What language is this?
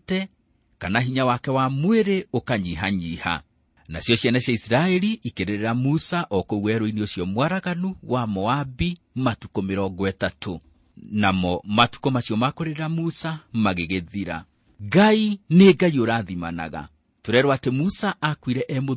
Kikuyu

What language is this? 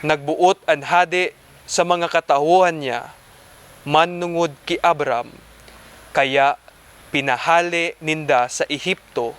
Bikol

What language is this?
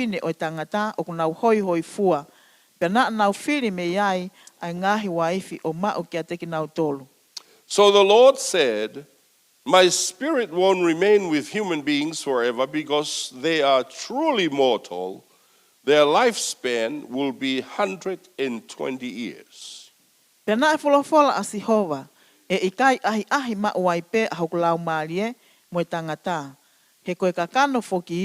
Tongan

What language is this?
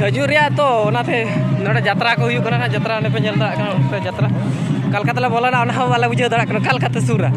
Santali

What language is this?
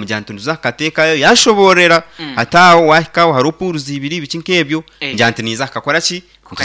Nyankole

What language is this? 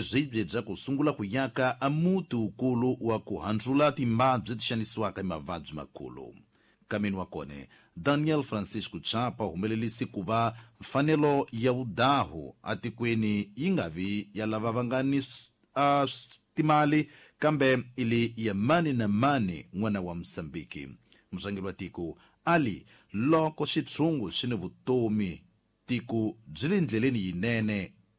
Tsonga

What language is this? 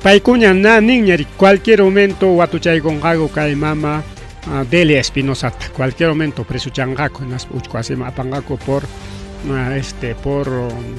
Ayacucho Quechua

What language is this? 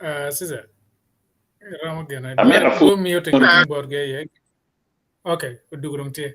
Acoli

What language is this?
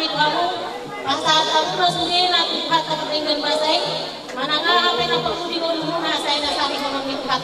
Batak Toba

